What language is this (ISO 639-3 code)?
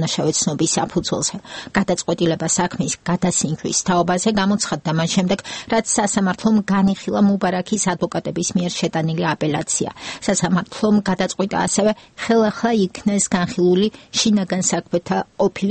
kat